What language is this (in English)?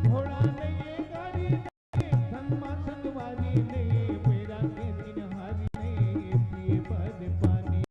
Chhattisgarhi